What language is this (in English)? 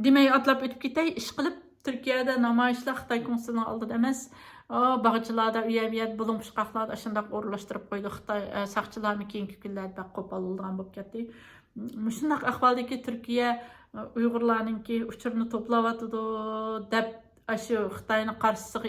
Uyghur